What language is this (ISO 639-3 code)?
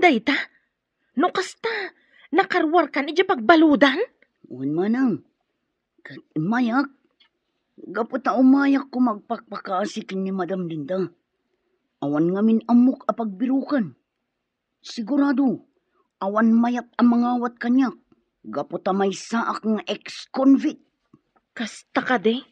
ilo